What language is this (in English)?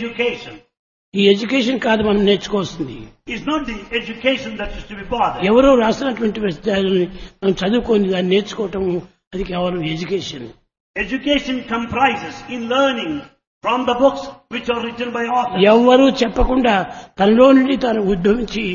Telugu